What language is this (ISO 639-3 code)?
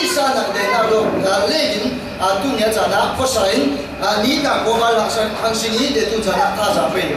cfm